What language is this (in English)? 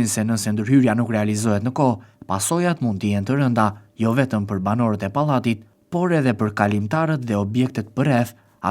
Albanian